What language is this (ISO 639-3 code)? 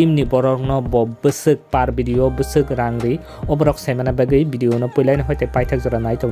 trp